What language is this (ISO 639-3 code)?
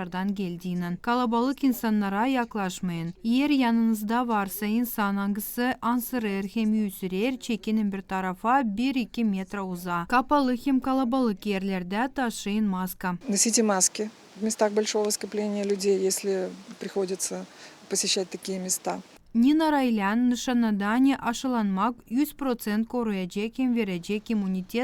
gag